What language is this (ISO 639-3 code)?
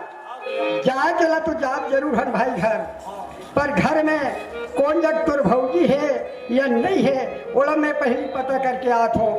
hne